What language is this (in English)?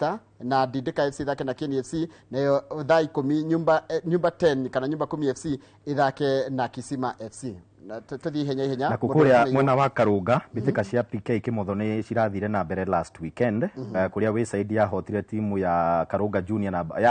Kikuyu